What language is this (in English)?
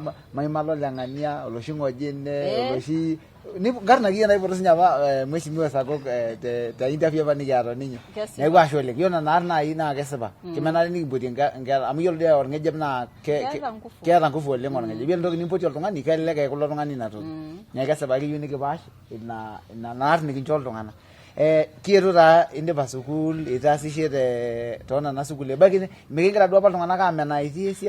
Masai